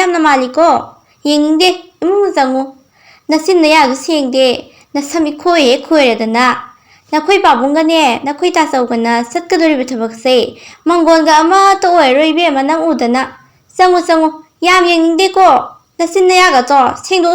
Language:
Manipuri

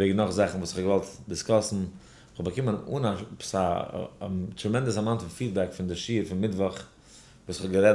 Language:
Yiddish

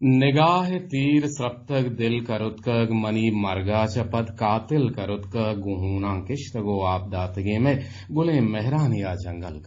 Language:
Eastern Balochi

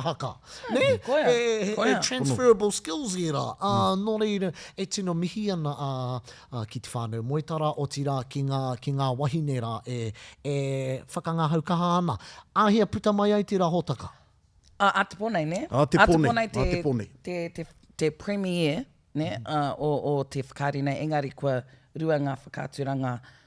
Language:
Māori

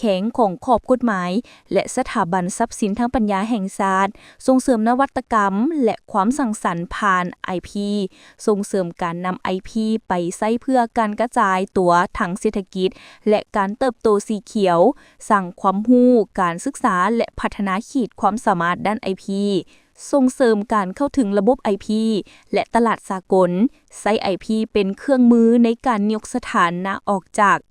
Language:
Lao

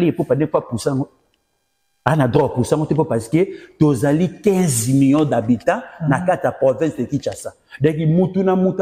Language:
Lingala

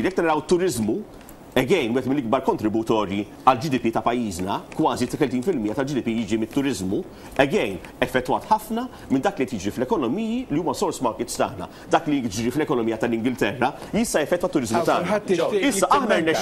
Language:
Maltese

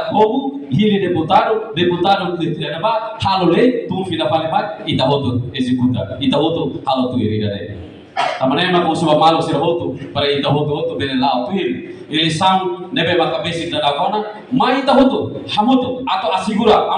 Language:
Tetum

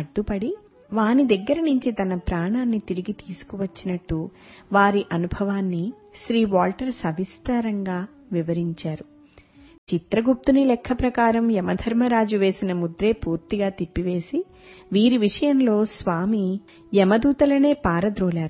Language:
Telugu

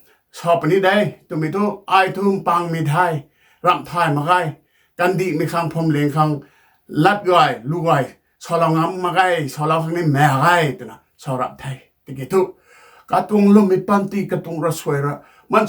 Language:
Rongmei Naga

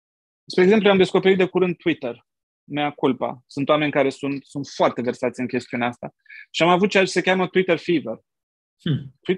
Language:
Romanian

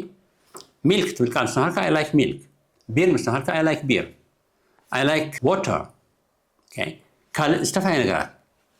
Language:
Tigrinya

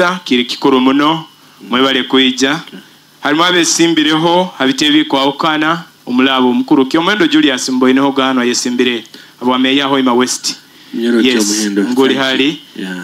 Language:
Nyoro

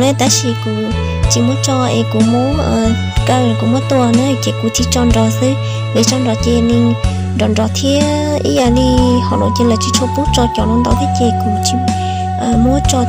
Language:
Hmong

